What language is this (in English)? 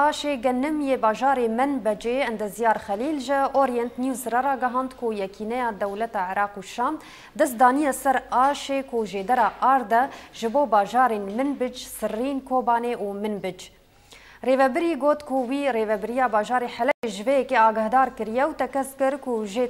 Kurdish